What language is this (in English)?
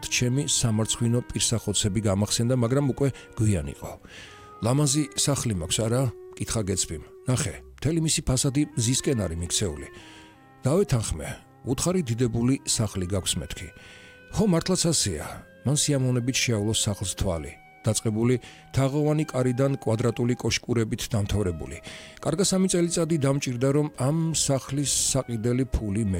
Georgian